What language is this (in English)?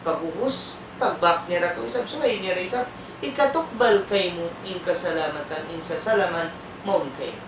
Tausug